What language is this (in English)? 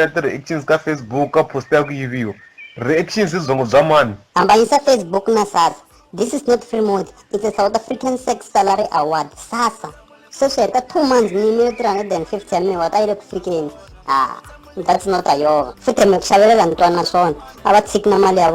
Tsonga